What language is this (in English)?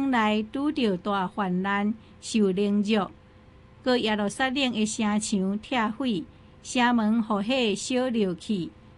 Min Nan Chinese